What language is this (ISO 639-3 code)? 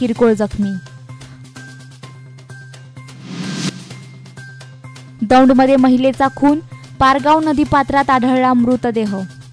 mar